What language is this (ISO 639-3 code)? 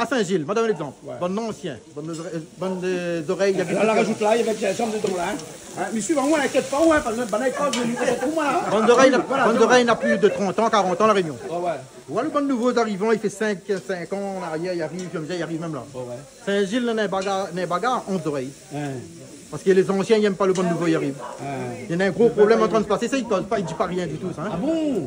rcf